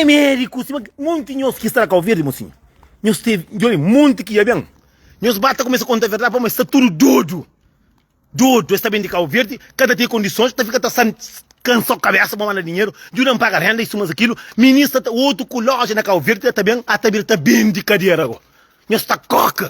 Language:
Kabuverdianu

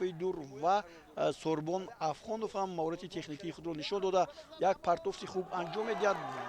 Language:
Tajik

